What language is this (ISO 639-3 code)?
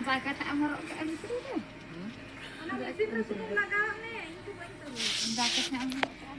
sat